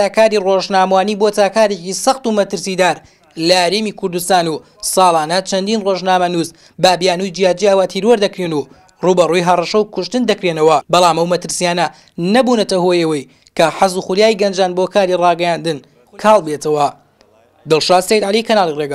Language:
Central Kurdish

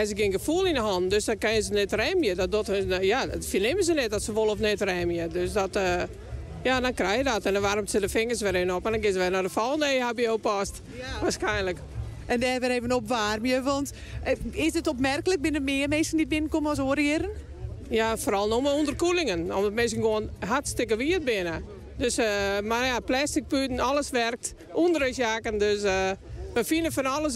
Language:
Western Frisian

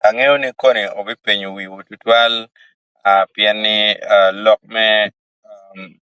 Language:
Acoli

